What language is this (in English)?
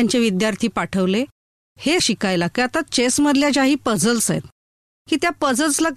Marathi